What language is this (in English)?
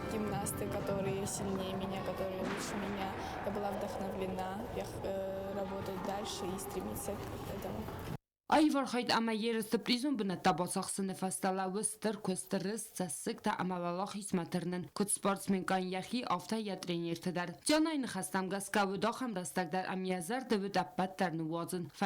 Ossetic